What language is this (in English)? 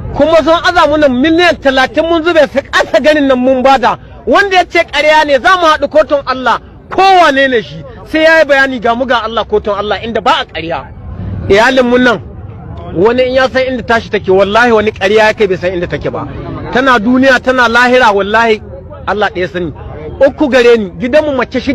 Hausa